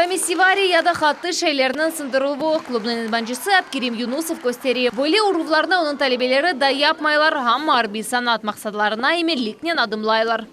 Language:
Crimean Tatar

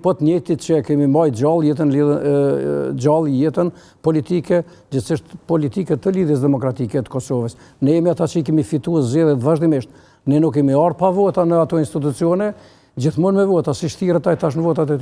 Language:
Albanian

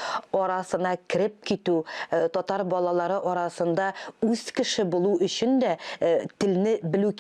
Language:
Tatar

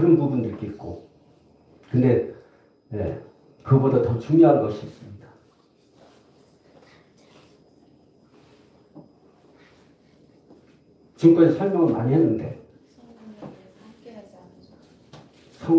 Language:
Korean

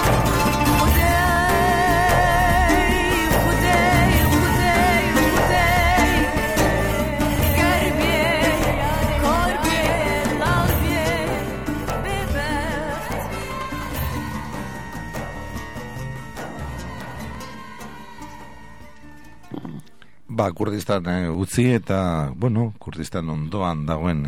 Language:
Basque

